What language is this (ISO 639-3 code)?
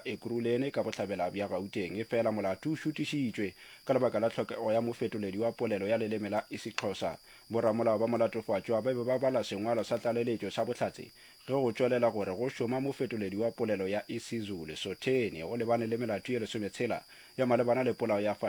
nso